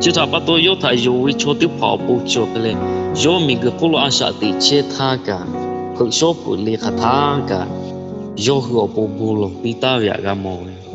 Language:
Lahu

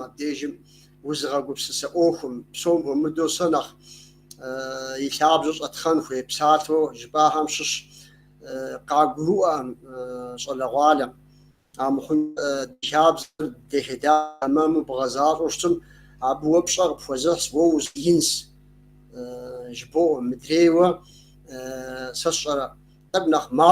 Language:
Kabardian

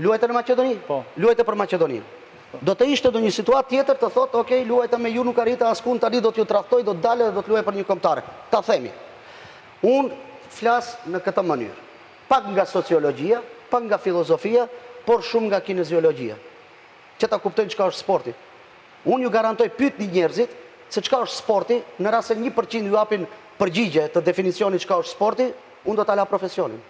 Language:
Albanian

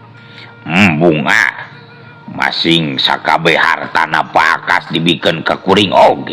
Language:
Sundanese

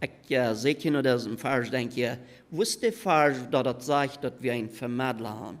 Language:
Plautdietsch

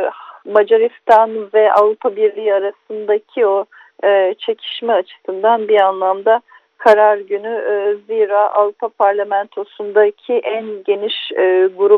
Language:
Turkish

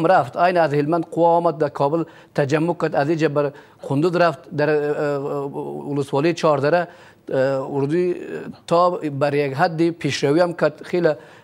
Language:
Persian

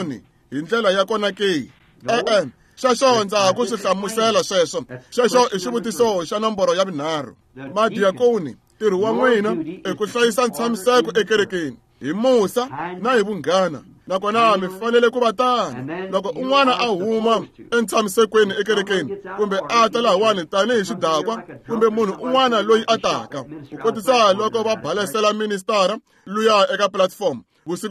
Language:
Tsonga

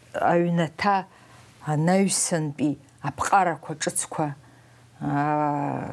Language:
Abkhazian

